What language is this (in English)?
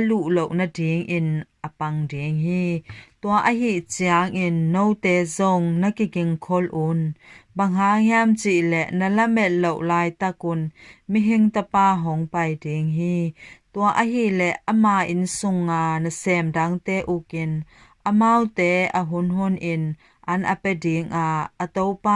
Tedim Chin